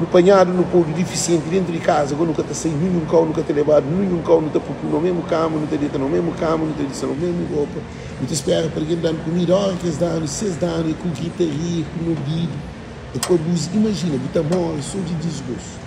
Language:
Kabuverdianu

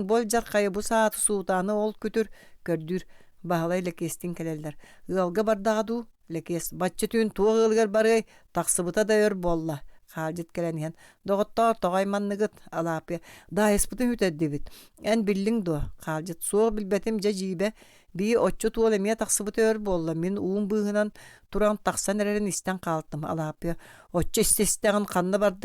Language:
Yakut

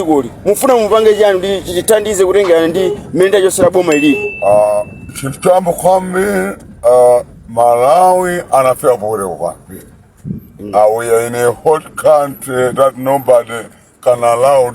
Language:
Nyanja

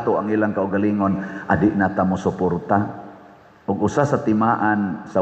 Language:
Cebuano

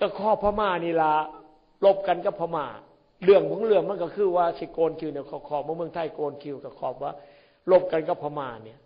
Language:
Northeastern Thai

